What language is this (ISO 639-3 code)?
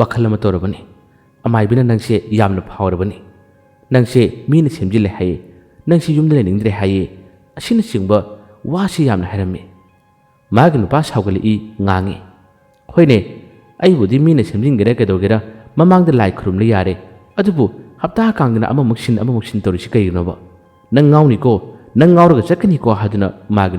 mni